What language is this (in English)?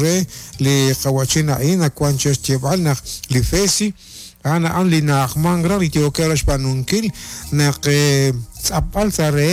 Kekchí